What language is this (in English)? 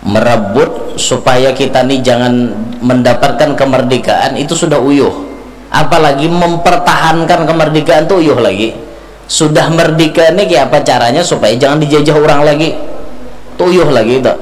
Banjar